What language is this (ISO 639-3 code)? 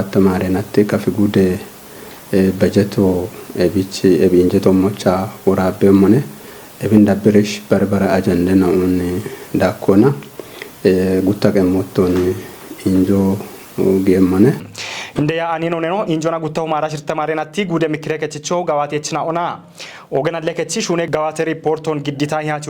kbr